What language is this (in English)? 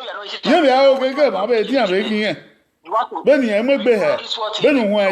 Bini